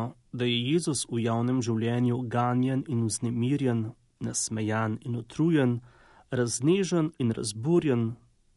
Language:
Slovenian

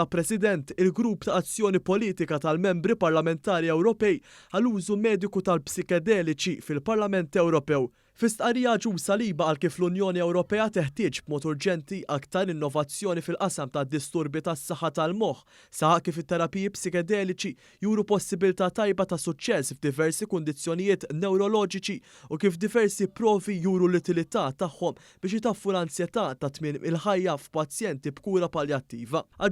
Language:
Maltese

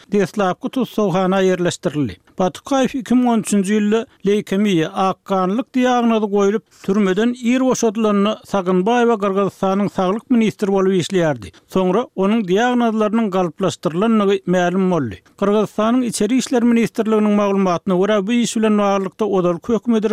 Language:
Turkmen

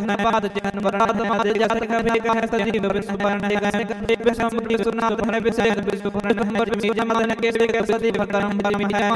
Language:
Hindi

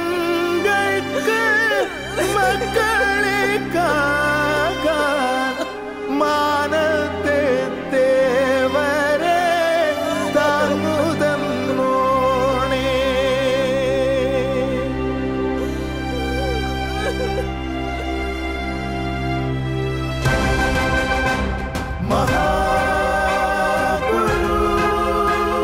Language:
Malayalam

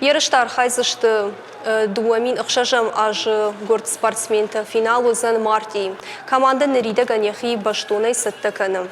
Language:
Ossetic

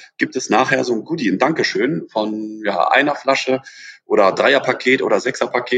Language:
German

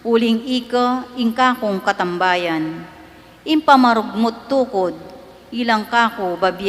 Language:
Pampanga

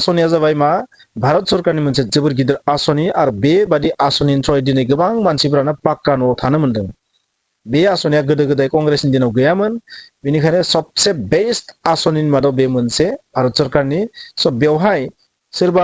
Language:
Bodo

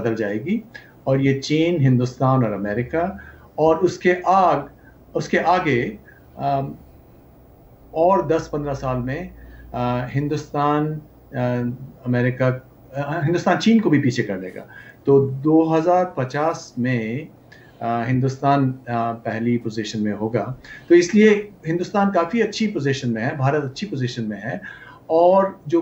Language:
Hindi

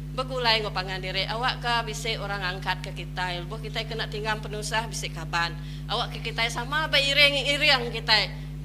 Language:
Iban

